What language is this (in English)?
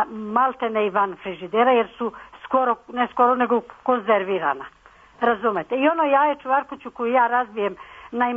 Serbian